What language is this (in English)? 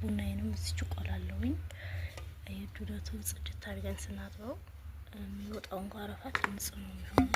Amharic